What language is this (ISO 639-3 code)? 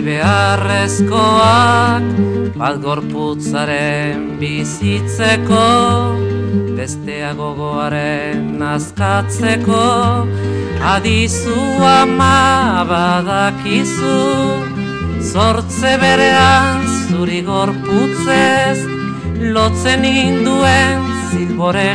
eus